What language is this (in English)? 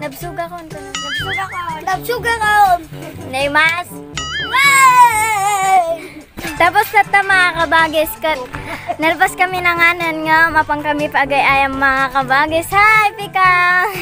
Iloko